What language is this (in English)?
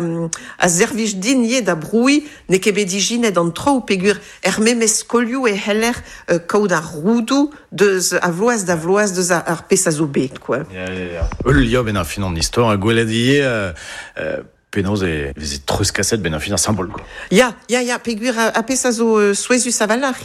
Breton